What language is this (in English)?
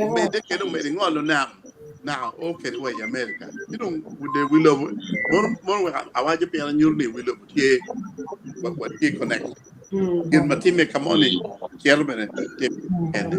Acoli